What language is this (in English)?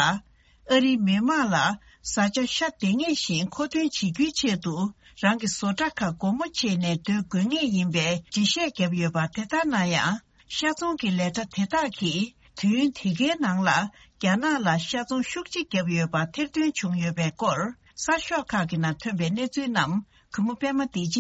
Tibetan